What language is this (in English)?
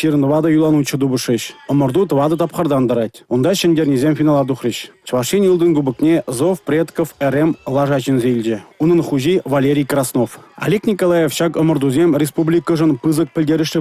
Chuvash